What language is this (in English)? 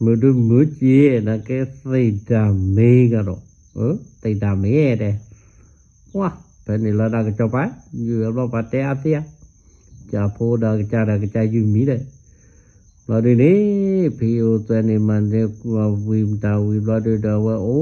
S'gaw Karen